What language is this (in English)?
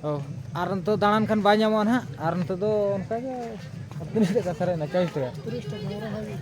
Santali